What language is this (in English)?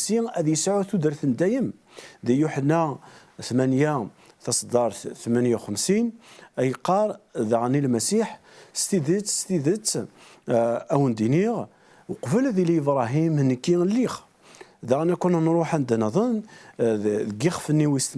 Kabyle